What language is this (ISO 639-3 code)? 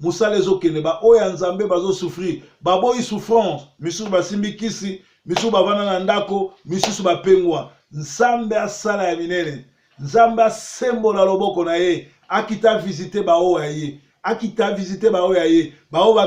lin